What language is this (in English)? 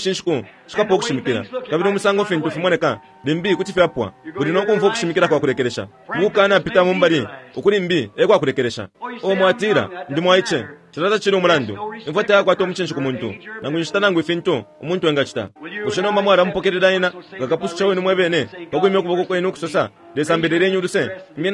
Bemba